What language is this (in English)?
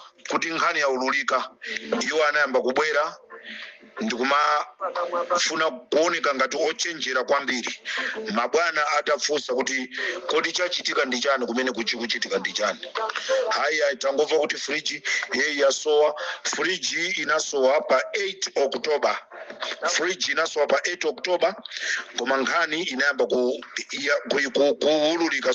Nyanja